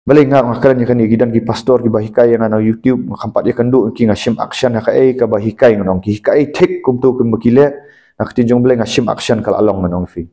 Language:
Khasi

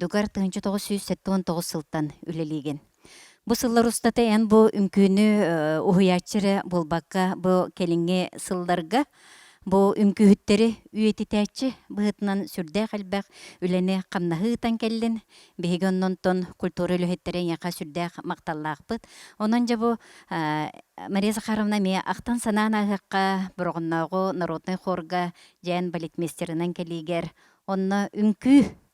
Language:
Yakut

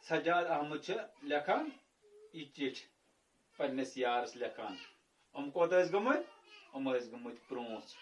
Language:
Kashmiri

